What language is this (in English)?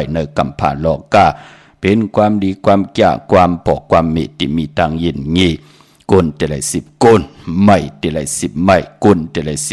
Shan